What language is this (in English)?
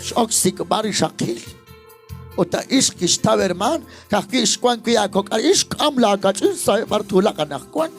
Kekchí